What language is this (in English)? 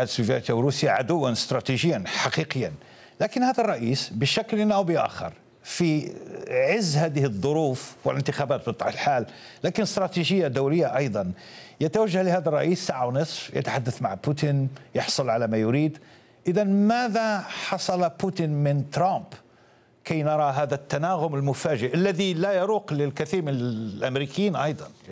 Arabic